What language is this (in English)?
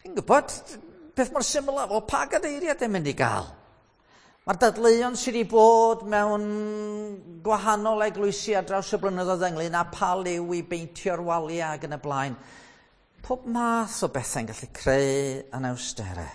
Welsh